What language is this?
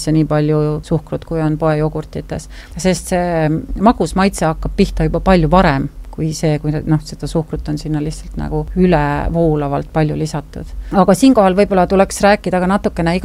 Estonian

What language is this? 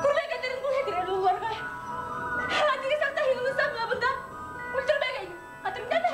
Bashkir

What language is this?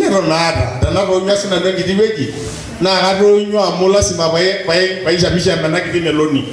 Masai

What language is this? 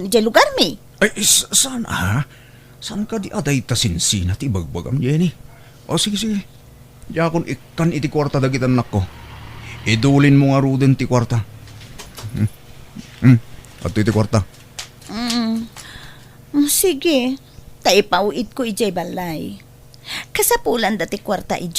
Iloko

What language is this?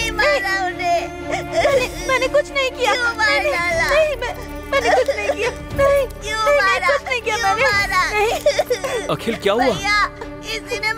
Hindi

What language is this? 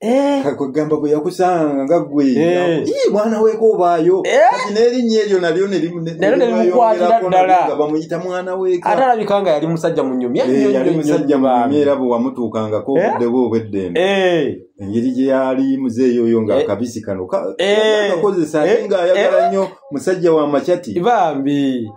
Ganda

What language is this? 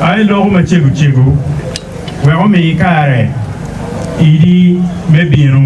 Acoli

